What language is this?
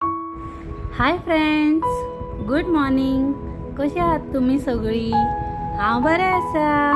Konkani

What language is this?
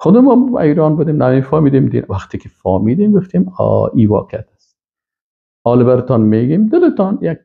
Persian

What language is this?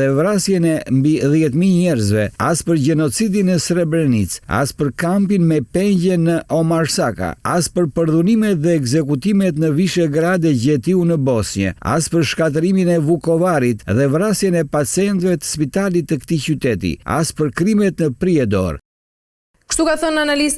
Albanian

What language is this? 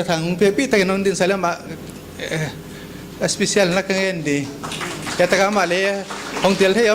Paite Chin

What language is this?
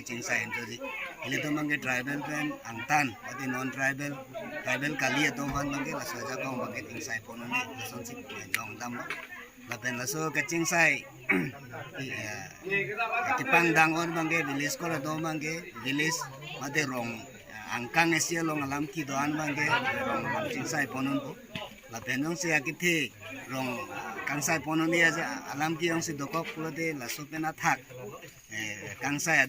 Karbi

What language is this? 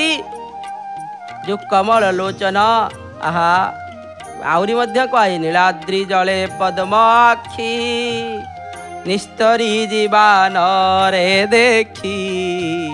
Odia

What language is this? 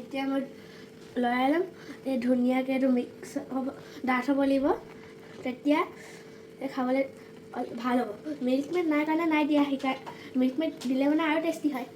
Assamese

